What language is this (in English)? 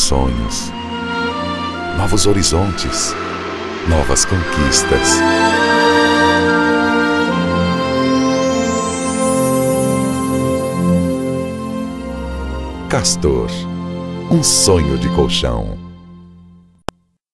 Portuguese